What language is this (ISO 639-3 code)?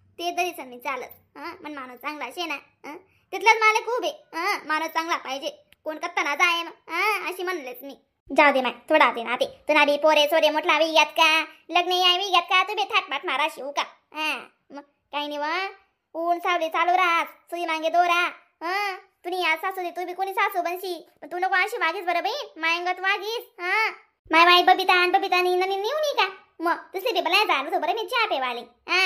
khn